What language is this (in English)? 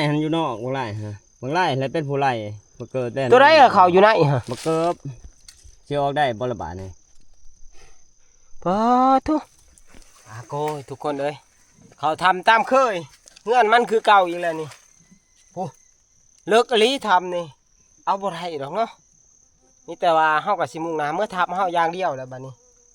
Northeastern Thai